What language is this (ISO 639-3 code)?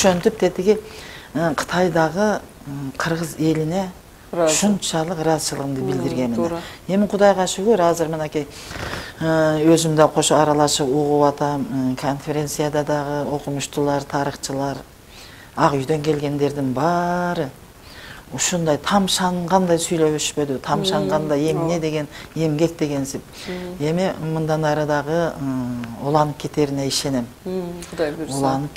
kir